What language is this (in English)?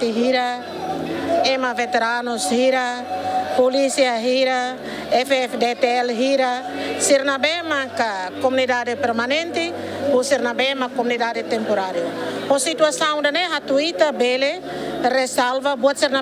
Tetum